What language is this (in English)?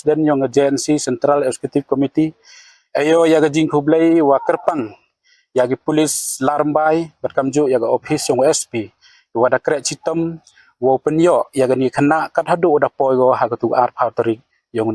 Khasi